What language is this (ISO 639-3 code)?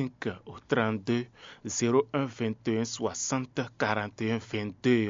fon